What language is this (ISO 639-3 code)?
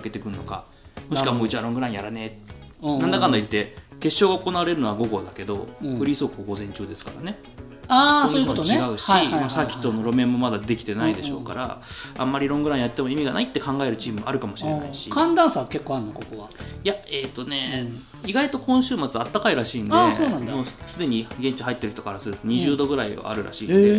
jpn